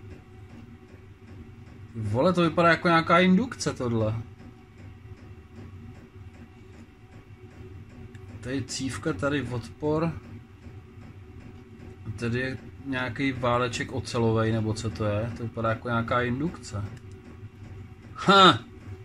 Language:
Czech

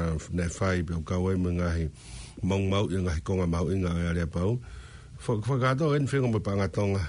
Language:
Tongan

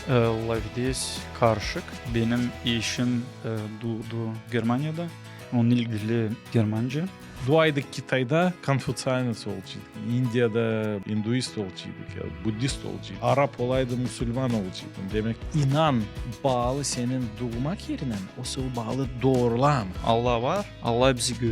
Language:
Gagauz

